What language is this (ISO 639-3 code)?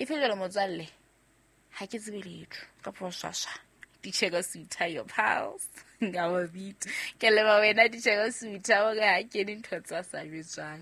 sot